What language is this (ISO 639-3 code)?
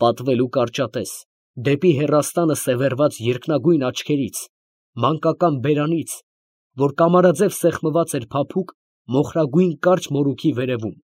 hye